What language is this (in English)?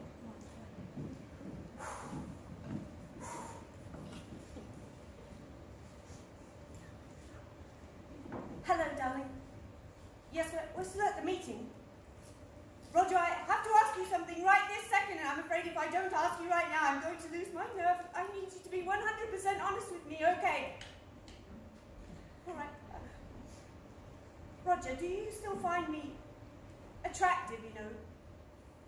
English